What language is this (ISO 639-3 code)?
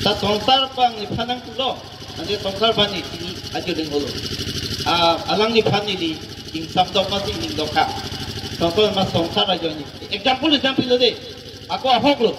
mjw